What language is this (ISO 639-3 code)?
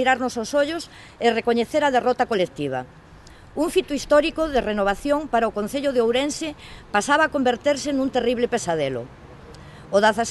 glg